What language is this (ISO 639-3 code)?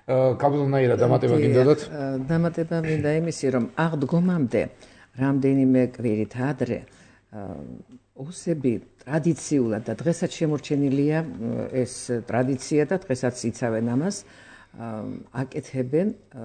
kat